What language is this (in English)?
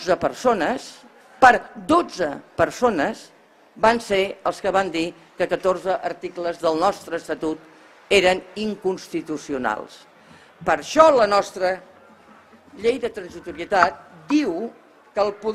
Catalan